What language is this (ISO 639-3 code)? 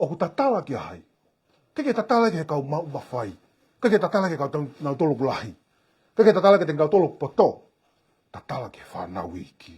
ton